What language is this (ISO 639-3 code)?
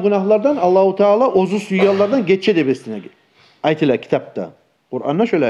kum